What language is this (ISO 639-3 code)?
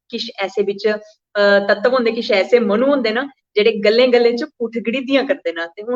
doi